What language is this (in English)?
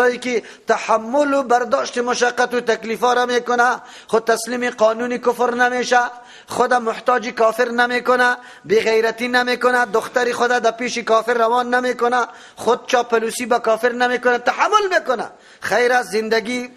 Persian